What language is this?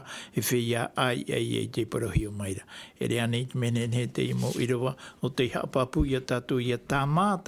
Tahitian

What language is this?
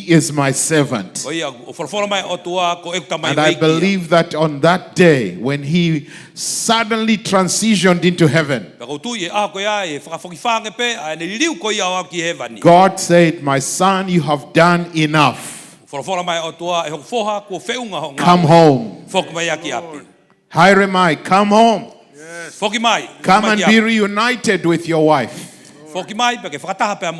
Tongan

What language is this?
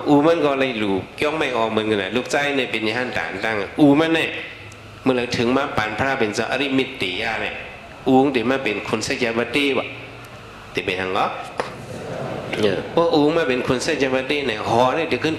Shan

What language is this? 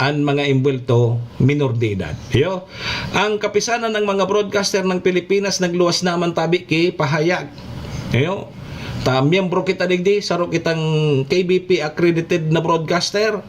Bikol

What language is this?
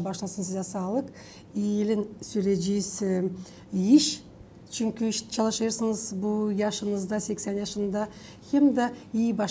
Gagauz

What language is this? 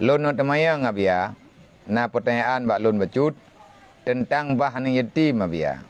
Achinese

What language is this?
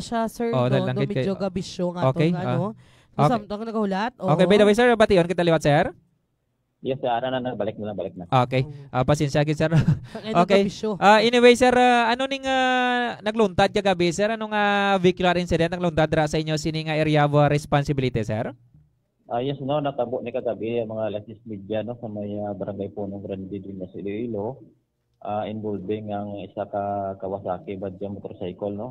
Hiligaynon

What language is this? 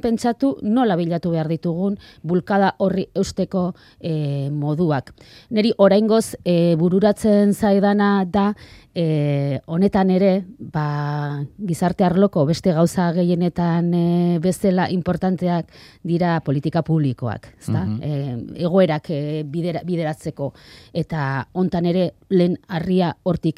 Basque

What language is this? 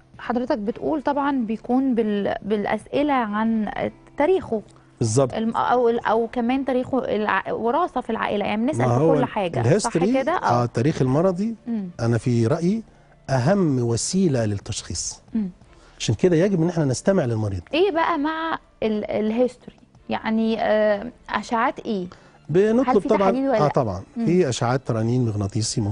Egyptian Arabic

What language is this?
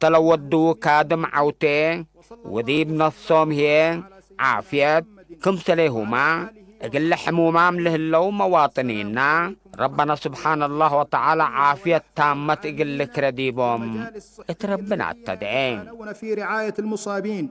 Tigre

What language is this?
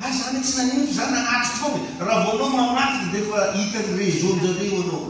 Malagasy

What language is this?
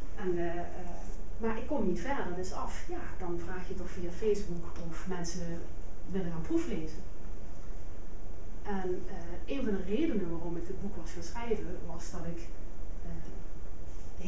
Dutch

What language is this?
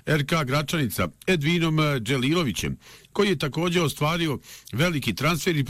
Bosnian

